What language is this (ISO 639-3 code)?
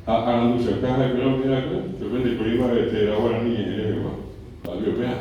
grn